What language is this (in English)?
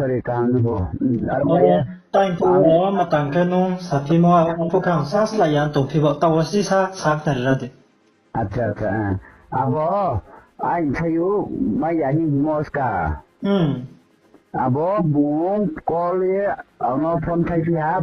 Riang (India)